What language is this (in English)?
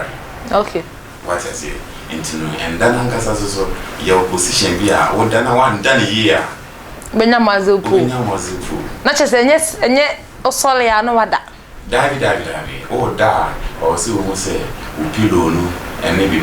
Akan